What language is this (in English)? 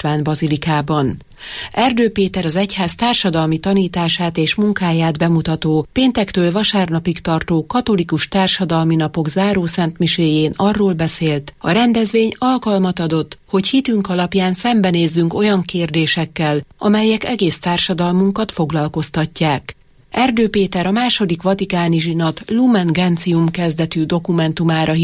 Hungarian